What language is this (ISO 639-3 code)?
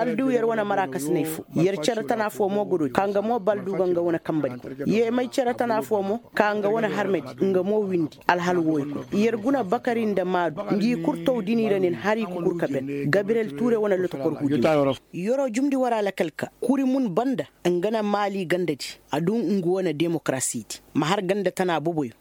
ses